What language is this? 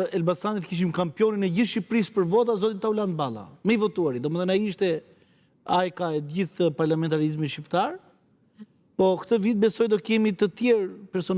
Albanian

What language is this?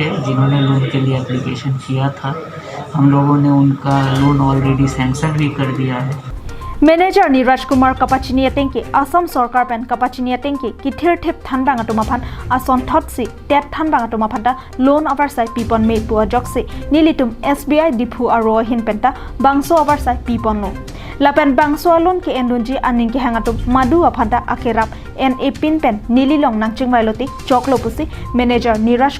Karbi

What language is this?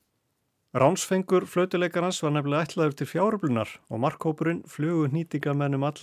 Icelandic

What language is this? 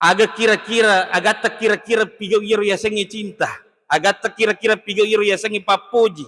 Buginese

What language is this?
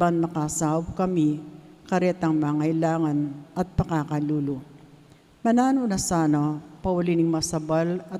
Pampanga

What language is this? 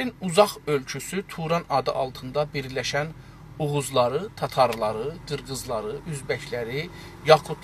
South Azerbaijani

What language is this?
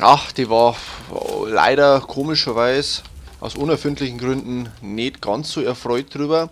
Bavarian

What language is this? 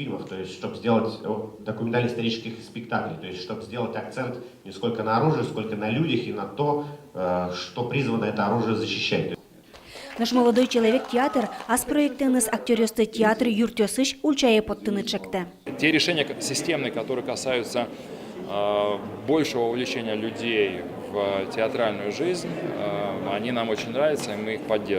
Udmurt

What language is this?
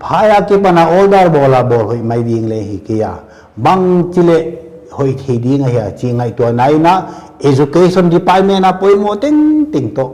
Paite Chin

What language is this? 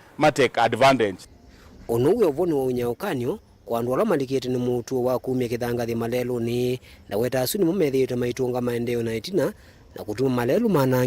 Kamba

